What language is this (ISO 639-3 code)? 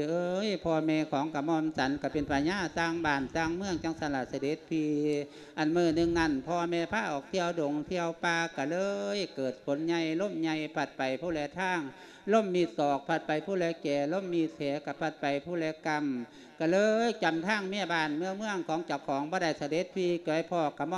lao